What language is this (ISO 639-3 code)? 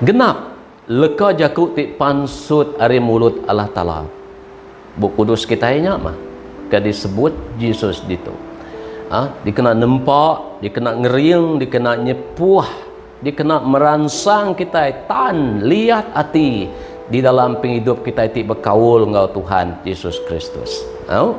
iba